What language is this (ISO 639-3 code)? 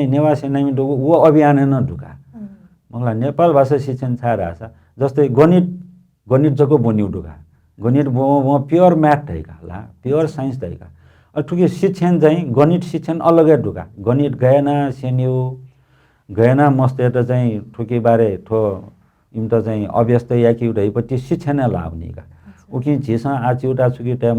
new